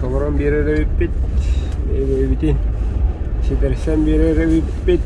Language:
Yakut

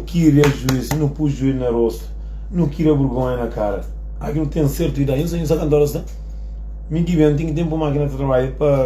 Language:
Kabuverdianu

